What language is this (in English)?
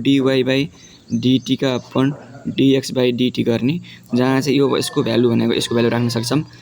Nepali